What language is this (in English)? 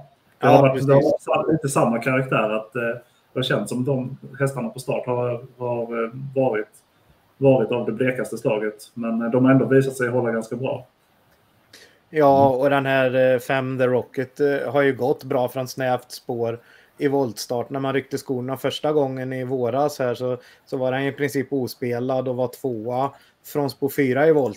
Swedish